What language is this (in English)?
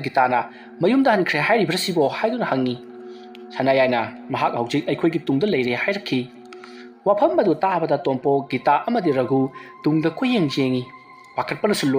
Manipuri